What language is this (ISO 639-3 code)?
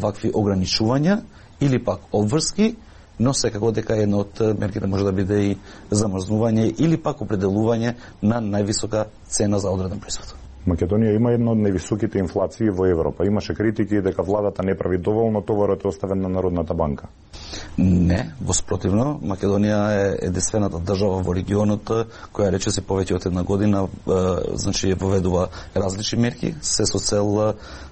mkd